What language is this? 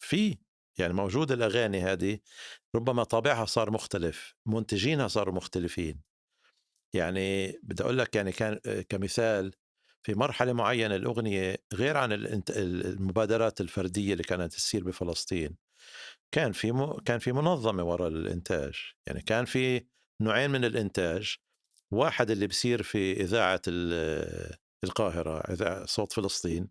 North Levantine Arabic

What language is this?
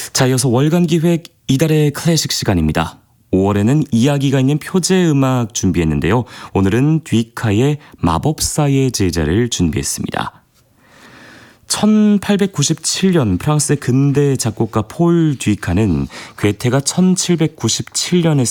Korean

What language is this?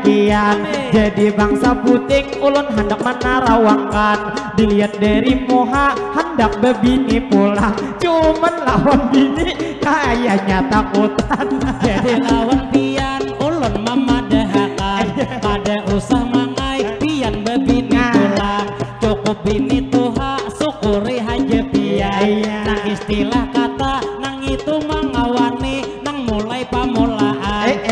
Banjar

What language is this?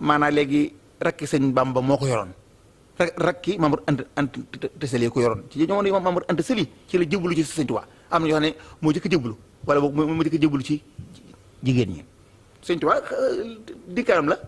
Wolof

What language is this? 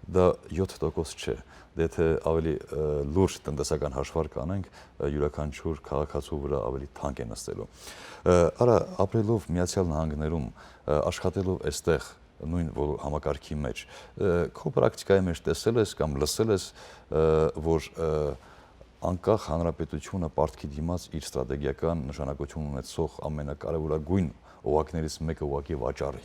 Western Armenian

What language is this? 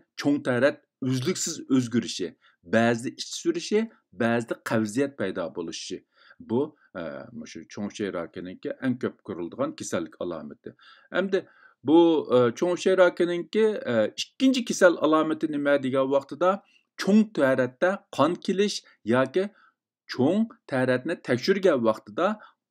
Uyghur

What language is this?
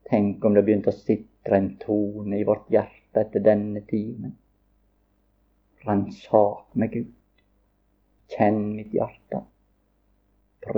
Norwegian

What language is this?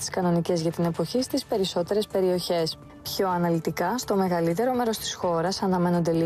Greek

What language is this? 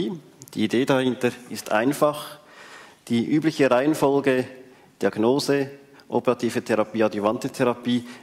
German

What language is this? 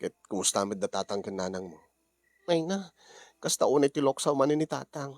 Iloko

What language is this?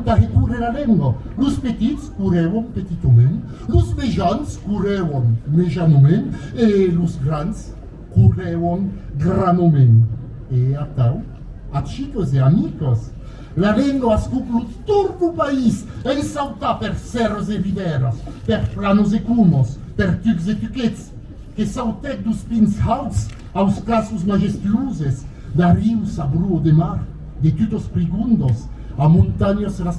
Occitan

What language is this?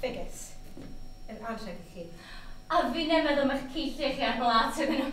Welsh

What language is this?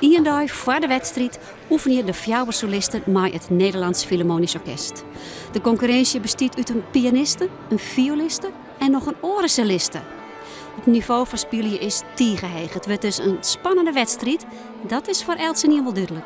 Western Frisian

